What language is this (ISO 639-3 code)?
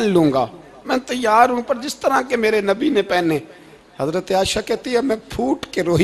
urd